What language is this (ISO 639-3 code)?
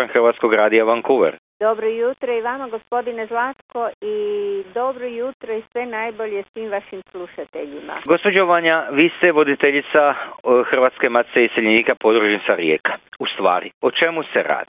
hrv